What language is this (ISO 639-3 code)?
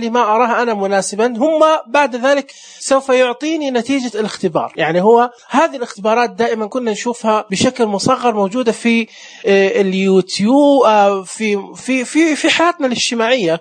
ars